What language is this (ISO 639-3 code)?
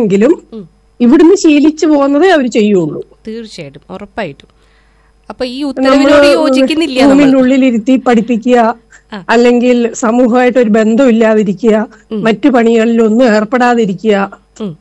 mal